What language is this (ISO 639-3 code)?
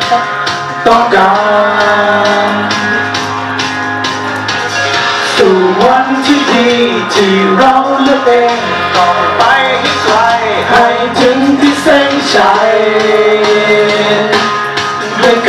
tha